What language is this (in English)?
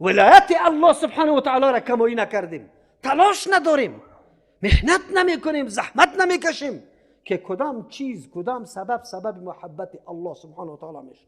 Persian